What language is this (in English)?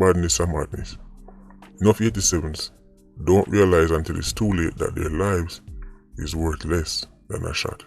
Jamaican Creole English